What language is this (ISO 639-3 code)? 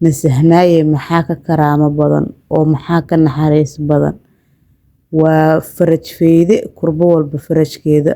som